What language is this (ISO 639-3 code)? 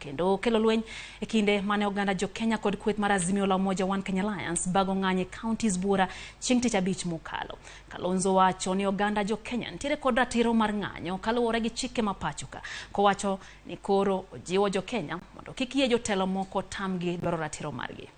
luo